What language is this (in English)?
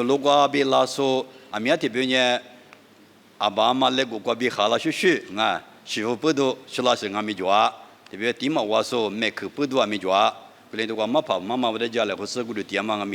Lisu